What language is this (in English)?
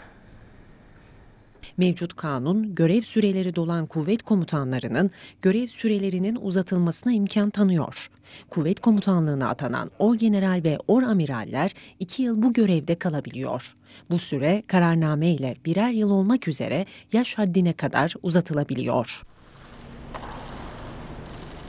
Turkish